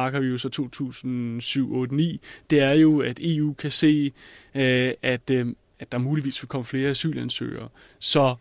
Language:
Danish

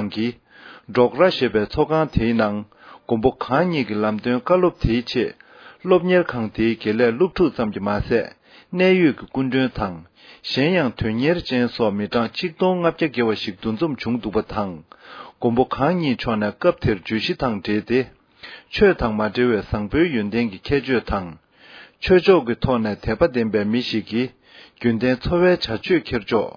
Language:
Tibetan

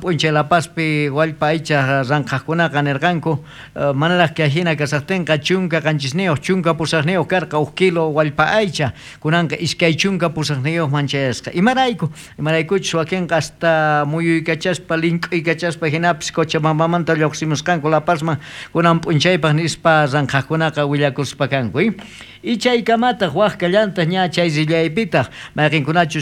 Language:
South Bolivian Quechua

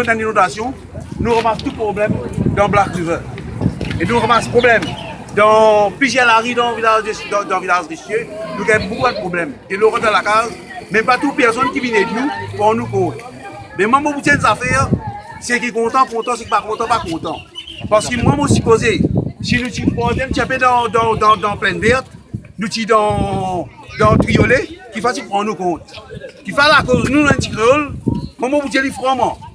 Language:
Morisyen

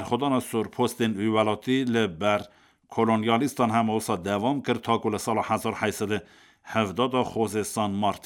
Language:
Kurdish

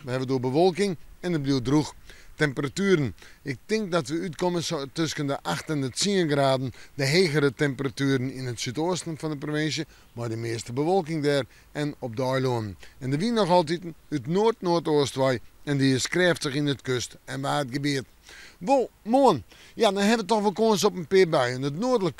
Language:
Western Frisian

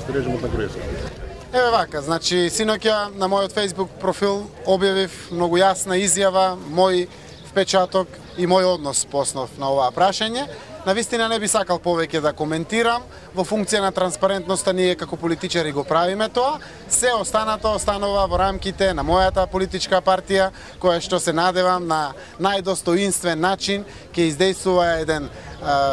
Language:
Macedonian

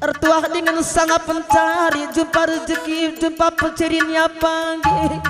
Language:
Batak Karo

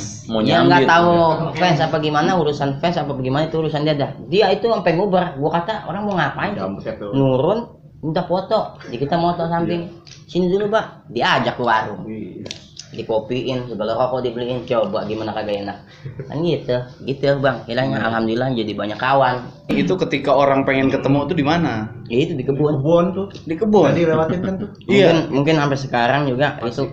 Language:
Betawi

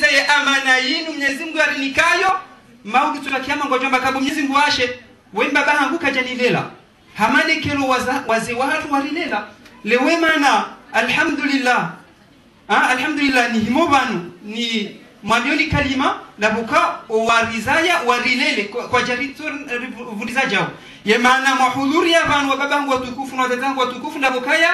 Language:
Swahili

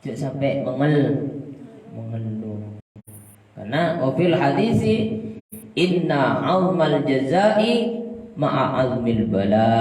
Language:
Madurese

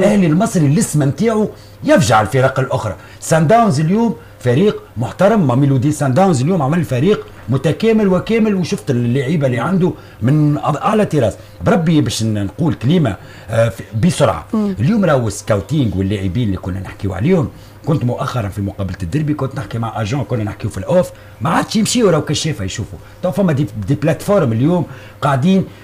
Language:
Tunisian Arabic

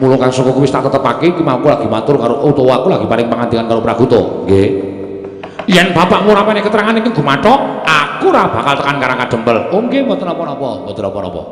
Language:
Javanese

